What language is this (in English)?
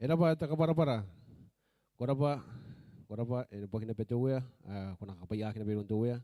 Gilbertese